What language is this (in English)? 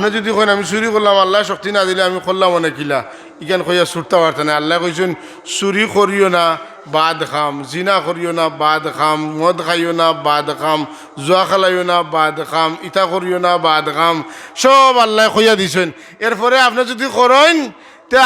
Sylheti